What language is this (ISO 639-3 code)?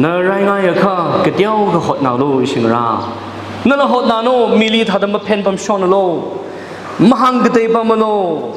nmf